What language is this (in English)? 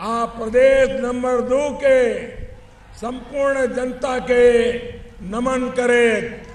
Maithili